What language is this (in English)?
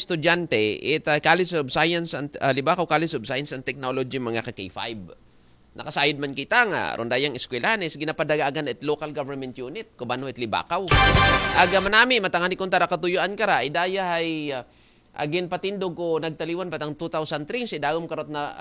Aklanon